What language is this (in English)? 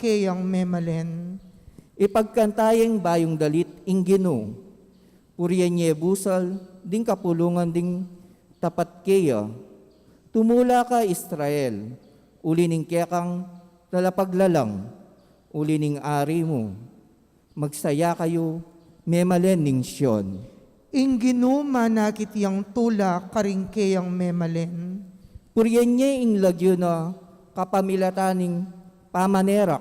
Pampanga